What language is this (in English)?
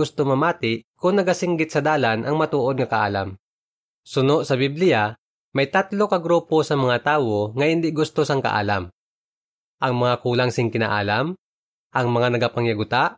Hiligaynon